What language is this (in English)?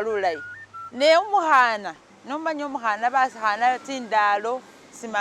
Masaaba